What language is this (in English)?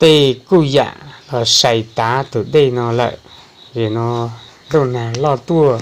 Hmong